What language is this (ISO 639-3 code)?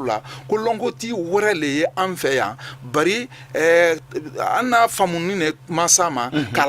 bam